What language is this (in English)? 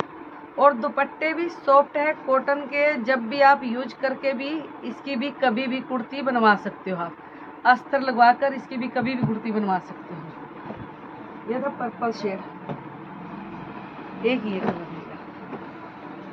Hindi